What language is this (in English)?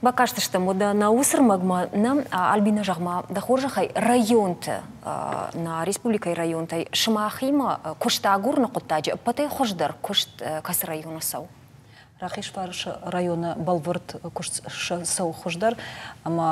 Ossetic